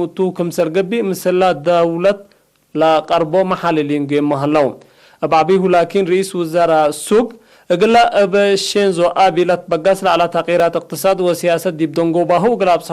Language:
Tigre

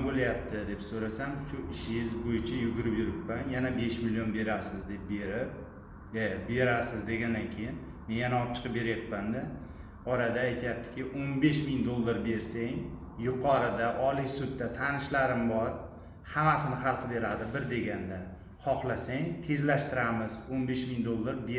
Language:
Uzbek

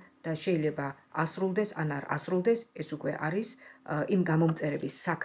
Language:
Georgian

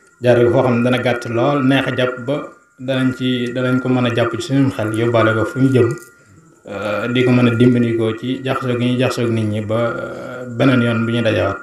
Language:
Wolof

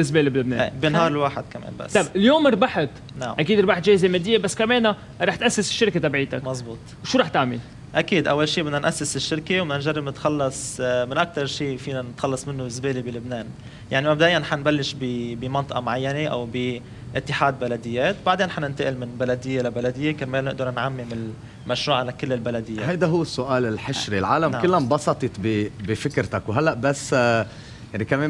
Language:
North Levantine Arabic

